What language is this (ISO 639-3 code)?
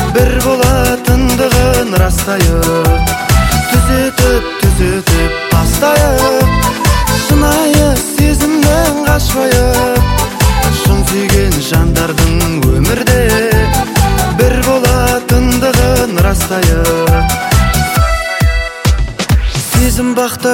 kaz